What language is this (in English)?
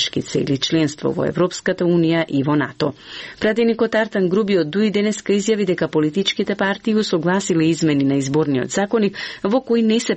Macedonian